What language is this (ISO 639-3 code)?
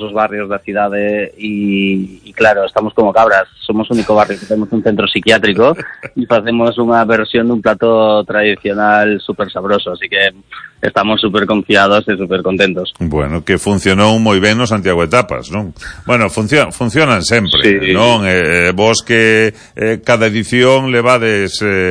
glg